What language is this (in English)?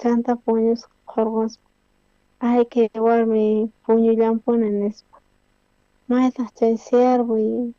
South Bolivian Quechua